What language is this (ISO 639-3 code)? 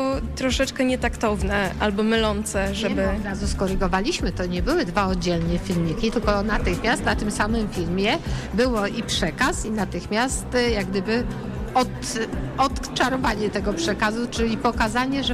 pol